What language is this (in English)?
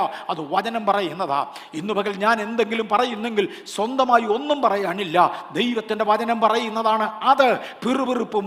Malayalam